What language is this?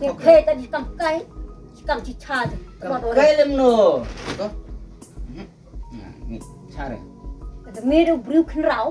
Khasi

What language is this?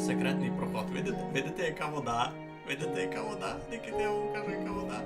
Rusyn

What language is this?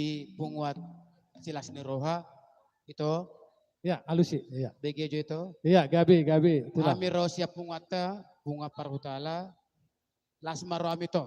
Batak Toba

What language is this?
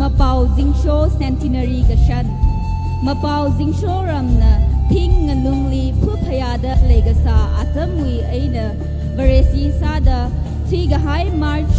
Tangkhul Naga (India)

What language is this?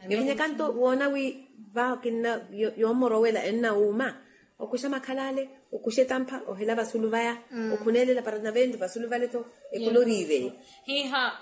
Makhuwa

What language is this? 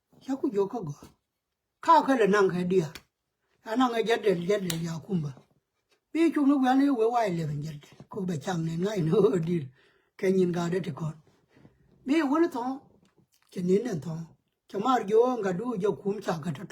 Nuer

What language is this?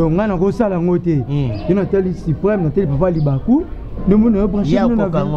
Lingala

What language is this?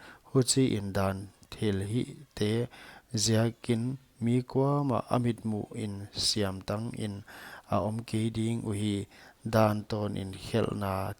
Paite Chin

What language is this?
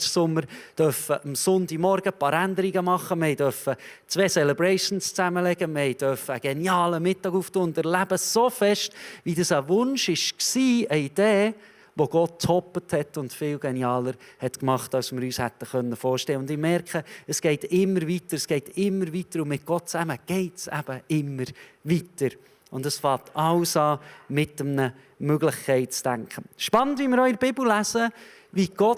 Swiss German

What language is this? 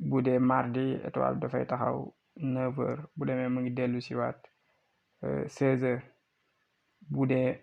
Wolof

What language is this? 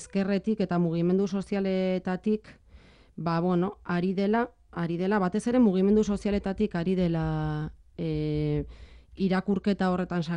Basque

